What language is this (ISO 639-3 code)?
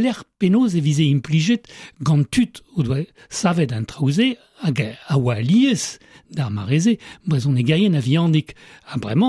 bre